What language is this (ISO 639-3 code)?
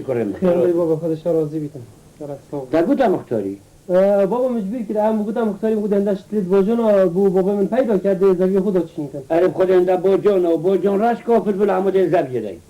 kur